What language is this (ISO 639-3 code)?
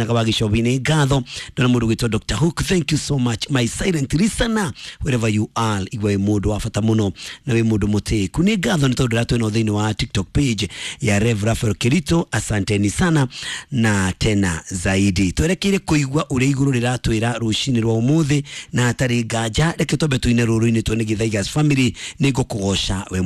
kik